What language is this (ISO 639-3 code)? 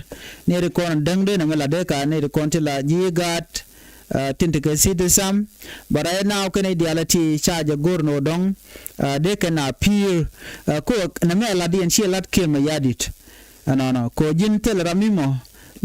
nus